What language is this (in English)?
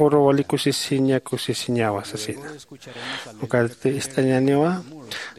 Aymara